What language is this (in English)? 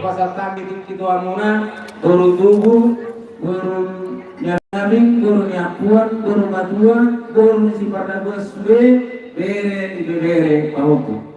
Batak Toba